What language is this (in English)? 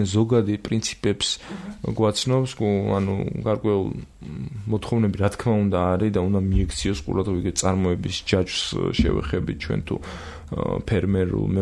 Georgian